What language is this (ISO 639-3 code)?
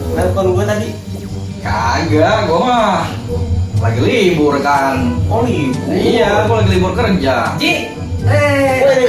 bew